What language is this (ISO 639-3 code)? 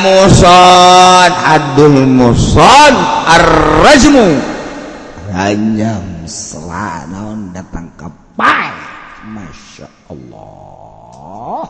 sun